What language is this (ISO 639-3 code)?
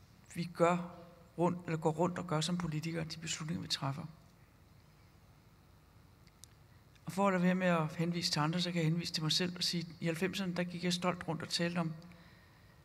dan